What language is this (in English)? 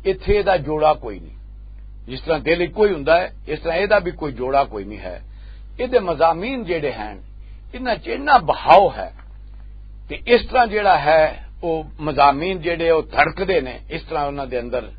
Western Panjabi